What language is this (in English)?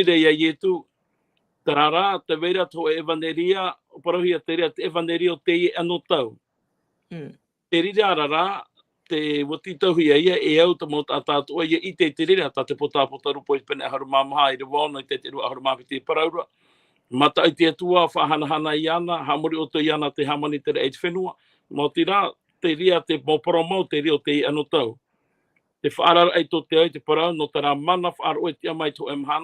Tahitian